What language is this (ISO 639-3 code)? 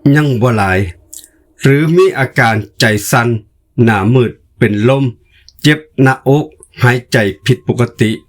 lao